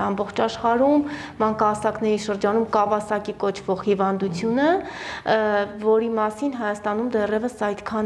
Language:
Armenian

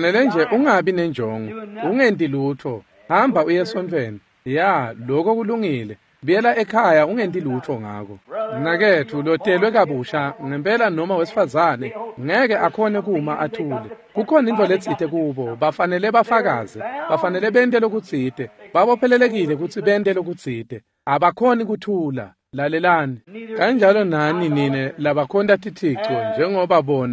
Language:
Swati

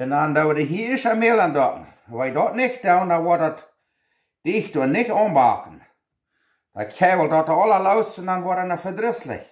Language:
Plautdietsch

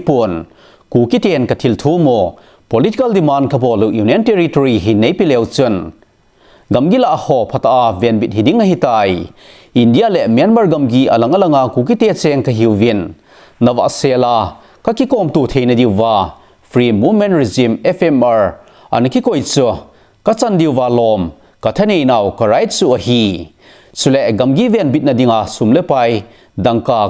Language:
Thado Chin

